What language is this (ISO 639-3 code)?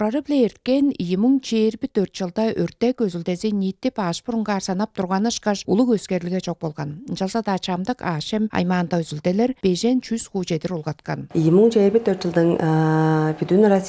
tyv